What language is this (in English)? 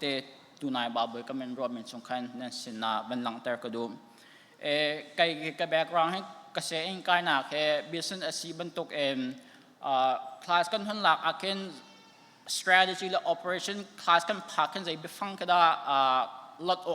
Hakha Chin